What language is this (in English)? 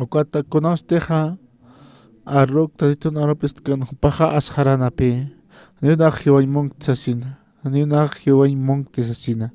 Aymara